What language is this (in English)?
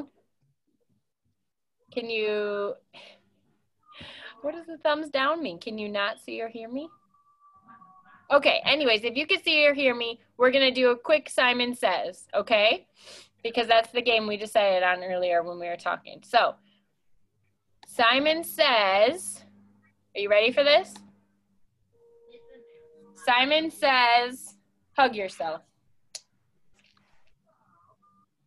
English